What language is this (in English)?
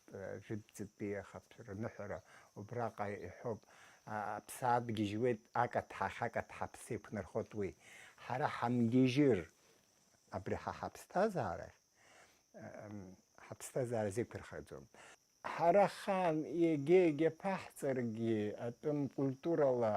Abkhazian